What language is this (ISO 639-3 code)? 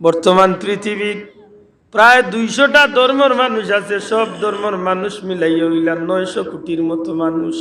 syl